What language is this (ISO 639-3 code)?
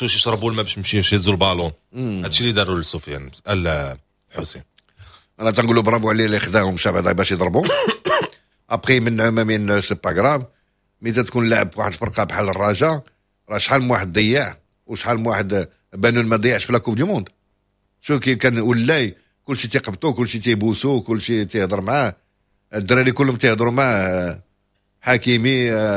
ary